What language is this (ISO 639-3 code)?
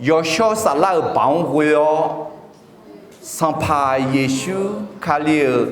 ahk